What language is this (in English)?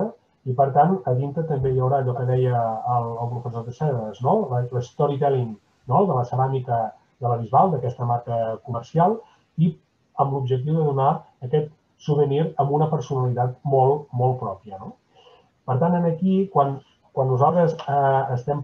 Catalan